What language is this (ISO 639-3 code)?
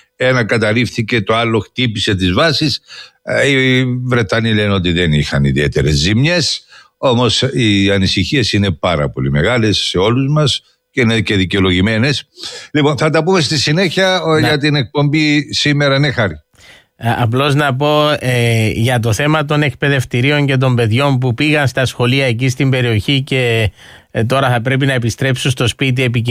ell